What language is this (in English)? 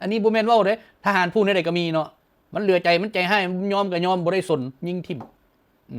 Lao